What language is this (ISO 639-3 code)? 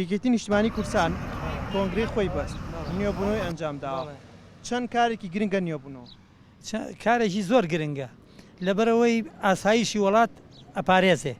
ckb